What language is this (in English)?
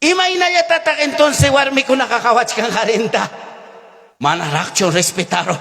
Ayacucho Quechua